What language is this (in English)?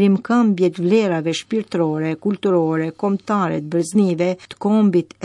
Albanian